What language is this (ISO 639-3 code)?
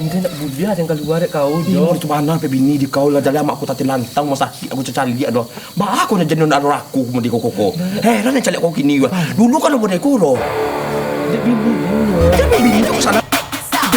min